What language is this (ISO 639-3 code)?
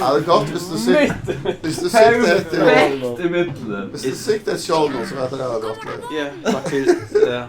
fao